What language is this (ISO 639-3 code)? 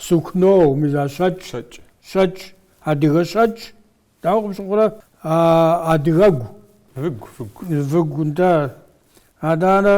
kbd